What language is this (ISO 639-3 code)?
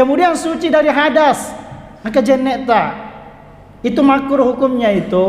bug